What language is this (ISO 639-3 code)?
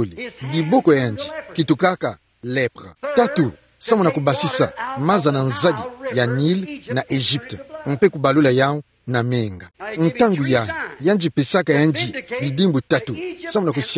ktu